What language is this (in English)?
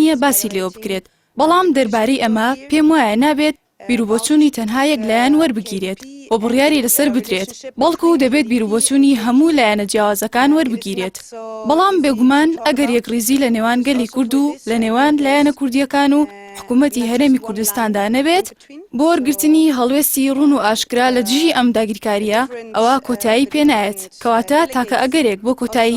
Central Kurdish